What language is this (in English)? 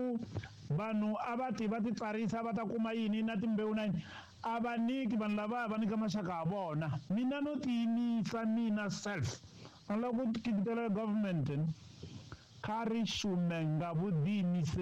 Tsonga